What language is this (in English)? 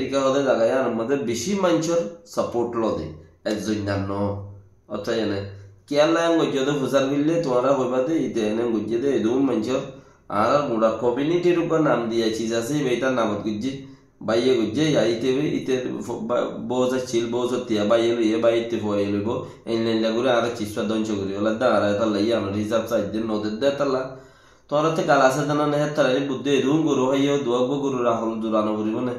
Rohingya